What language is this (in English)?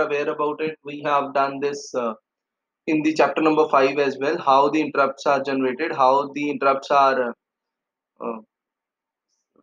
English